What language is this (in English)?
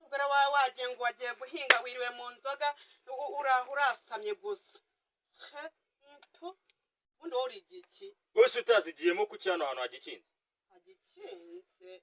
Kinyarwanda